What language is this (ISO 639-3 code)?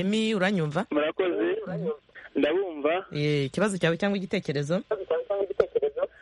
kin